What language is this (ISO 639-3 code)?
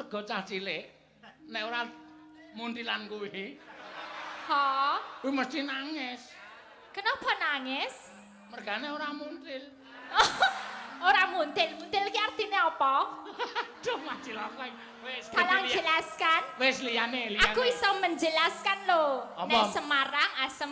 jav